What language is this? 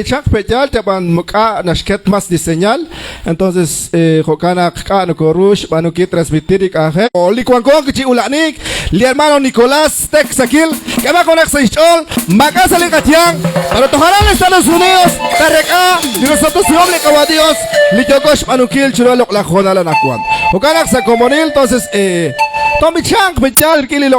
Kekchí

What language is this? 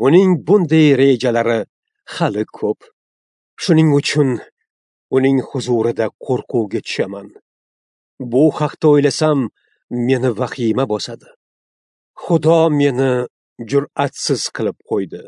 Uzbek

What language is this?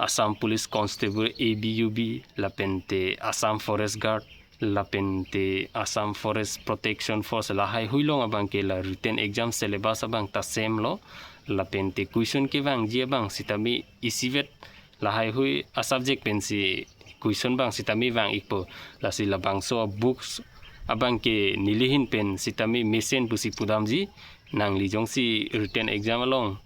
Karbi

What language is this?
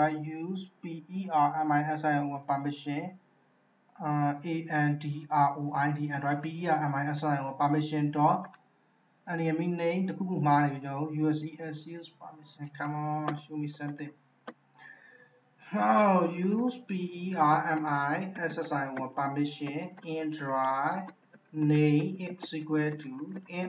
Burmese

